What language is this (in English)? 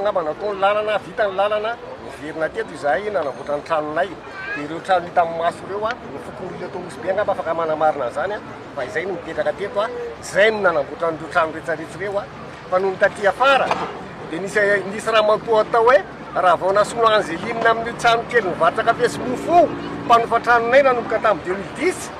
Malagasy